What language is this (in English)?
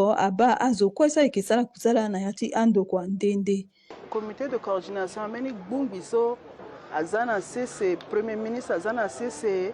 Sango